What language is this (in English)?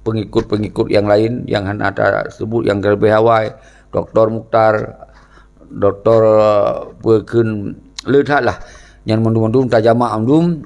Achinese